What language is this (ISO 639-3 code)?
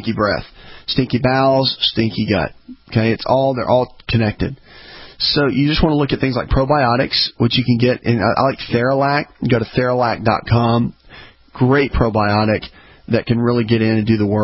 eng